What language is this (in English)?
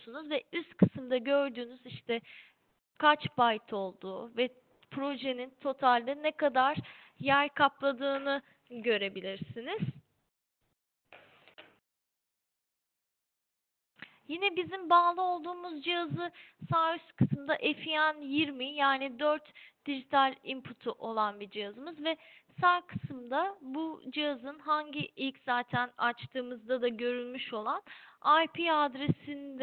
Turkish